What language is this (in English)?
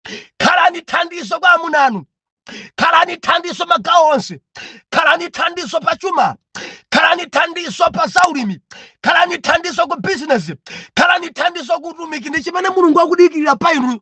Nyanja